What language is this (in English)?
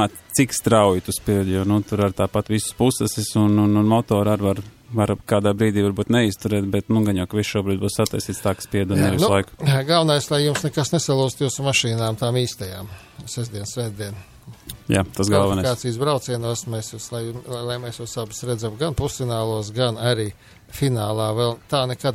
Latvian